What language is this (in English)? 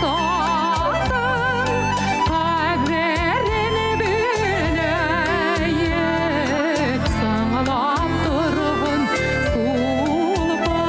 Bashkir